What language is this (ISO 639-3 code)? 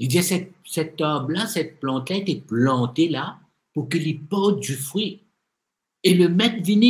mfe